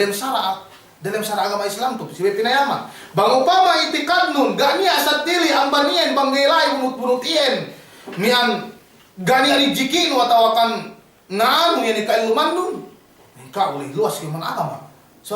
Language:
Yakan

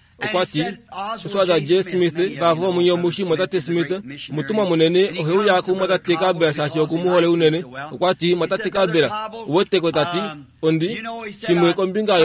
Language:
Kuanyama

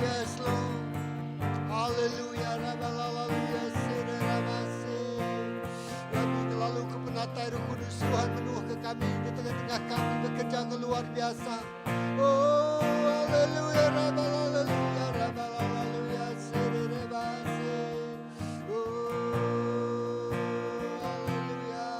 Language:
Iban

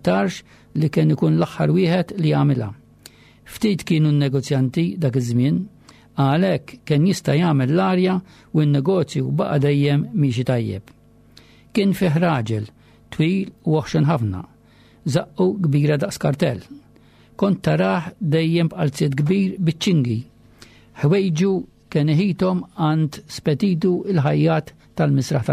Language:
Maltese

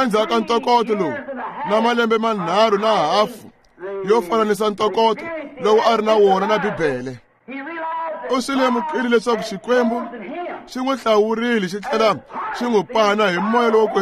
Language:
Tsonga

